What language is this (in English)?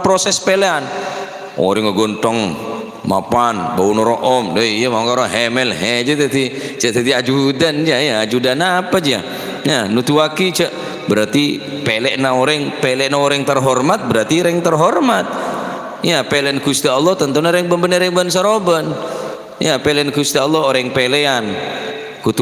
Madurese